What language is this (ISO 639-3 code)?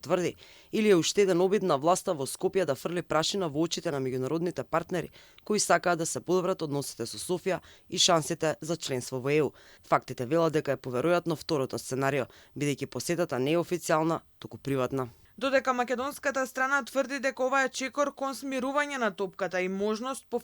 mkd